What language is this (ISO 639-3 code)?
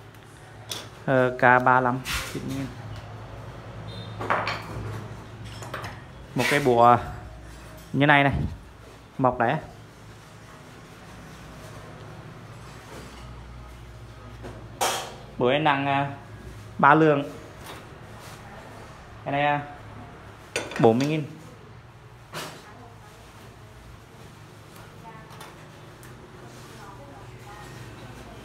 vie